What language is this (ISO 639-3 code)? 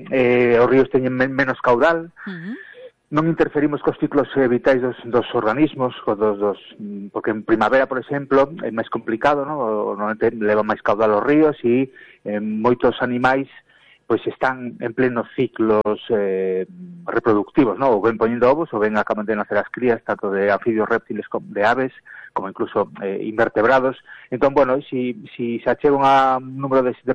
glg